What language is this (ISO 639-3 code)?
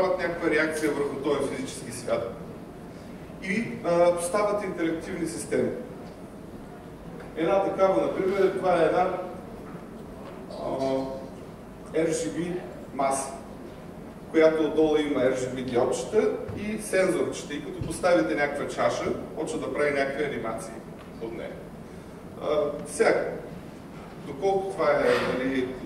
bul